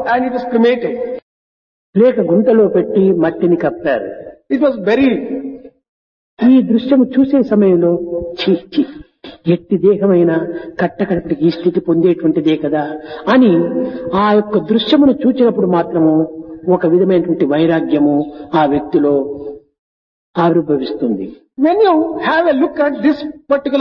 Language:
Telugu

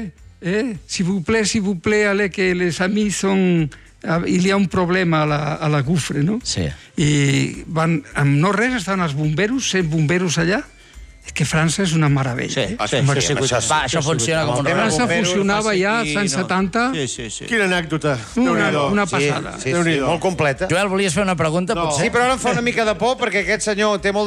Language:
Catalan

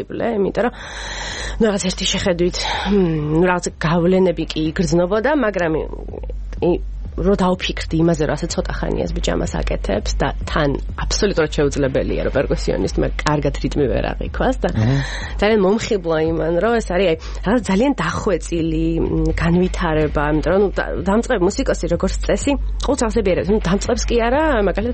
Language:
Georgian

